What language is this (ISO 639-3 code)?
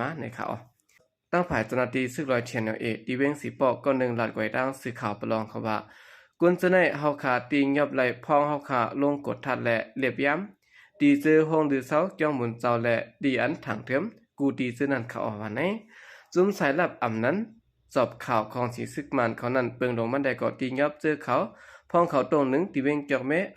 shn